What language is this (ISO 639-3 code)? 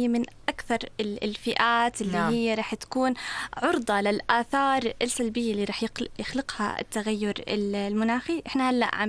apc